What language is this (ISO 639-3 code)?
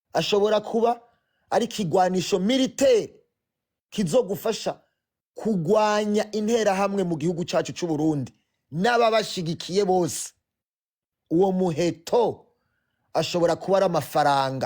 run